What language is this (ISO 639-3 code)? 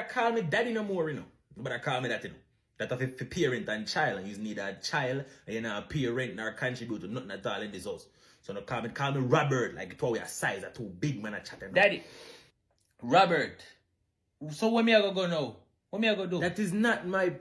jam